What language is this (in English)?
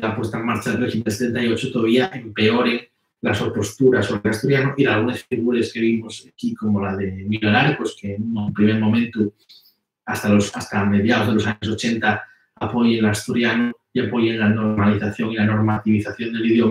Asturian